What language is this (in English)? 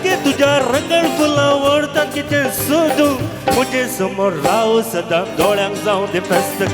Konkani